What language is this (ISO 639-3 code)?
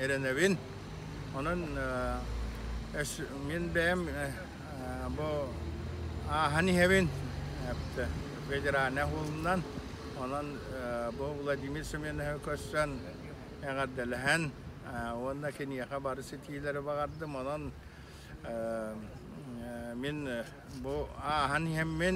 sah